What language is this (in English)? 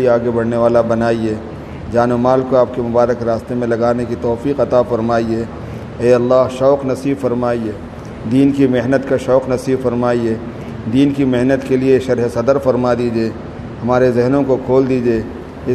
Urdu